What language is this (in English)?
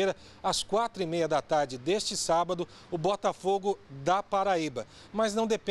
Portuguese